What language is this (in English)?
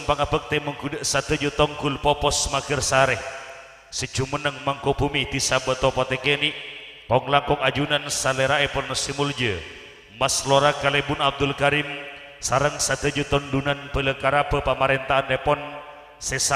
Madurese